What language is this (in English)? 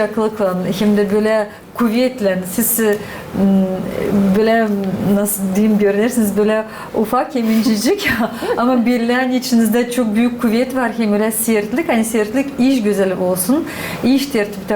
Gagauz